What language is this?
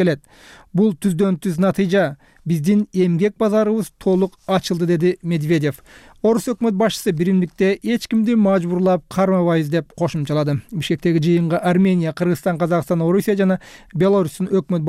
Kyrgyz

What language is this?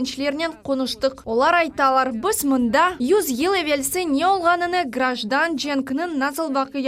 Crimean Tatar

